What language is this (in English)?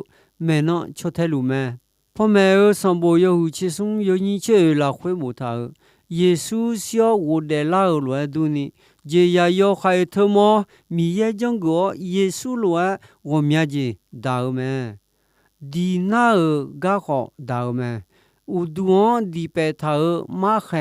Akha